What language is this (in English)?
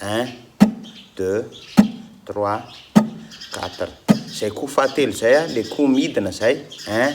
Malagasy